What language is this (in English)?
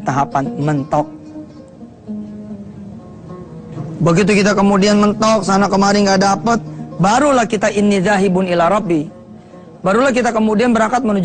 Indonesian